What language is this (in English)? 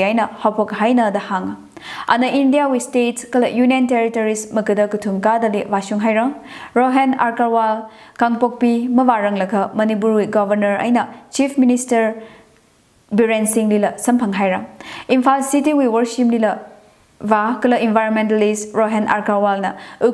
Tangkhul Naga (India)